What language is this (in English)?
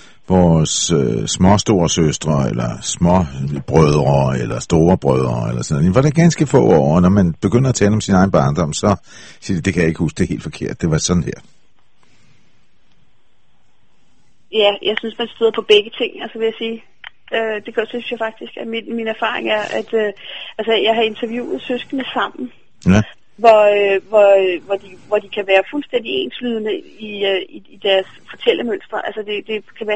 Danish